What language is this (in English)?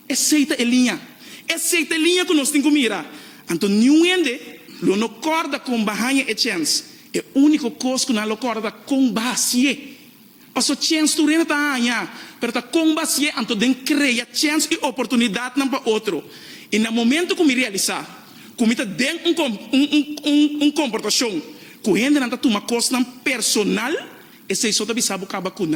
Papiamento